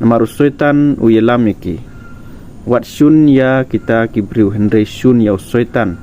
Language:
Khasi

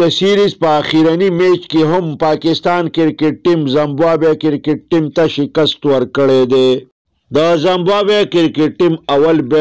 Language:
Pashto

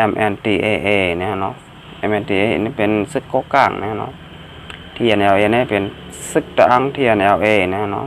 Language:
Shan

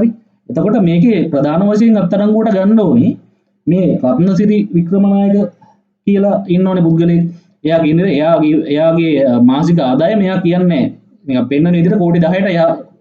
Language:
Sinhala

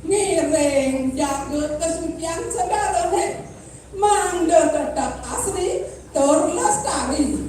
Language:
Balinese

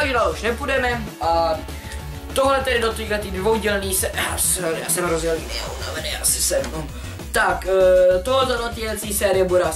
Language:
Czech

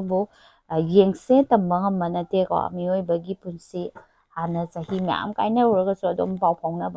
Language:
Manipuri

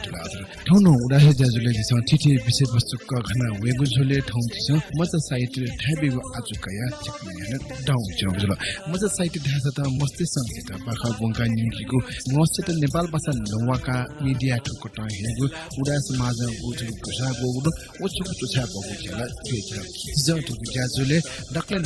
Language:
Newari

